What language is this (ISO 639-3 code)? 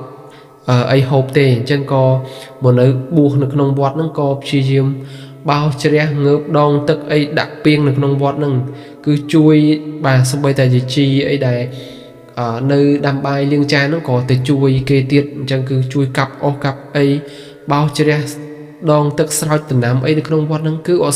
khm